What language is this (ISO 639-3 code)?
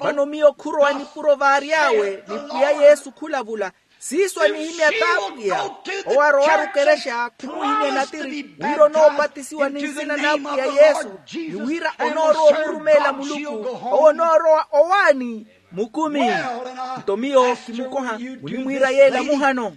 vmw